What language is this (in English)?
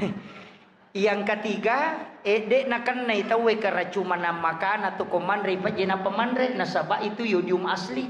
Buginese